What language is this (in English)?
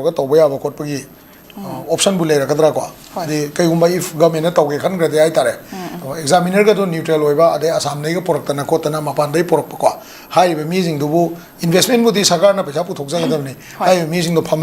Manipuri